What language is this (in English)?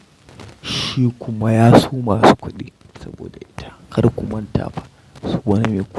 Hausa